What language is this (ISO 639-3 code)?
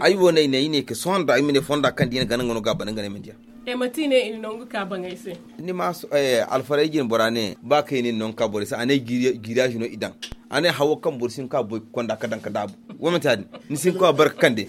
dje